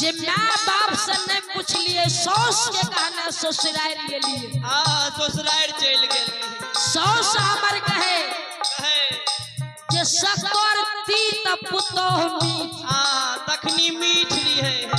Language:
Maithili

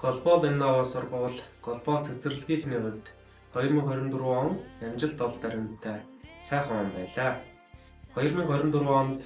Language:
Mongolian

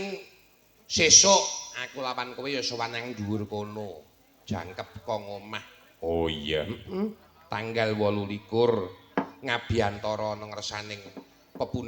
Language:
Javanese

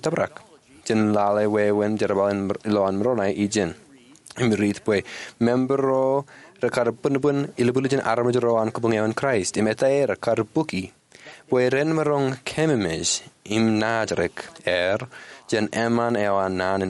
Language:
Marshallese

